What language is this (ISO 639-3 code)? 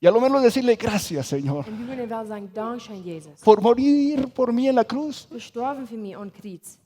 pdt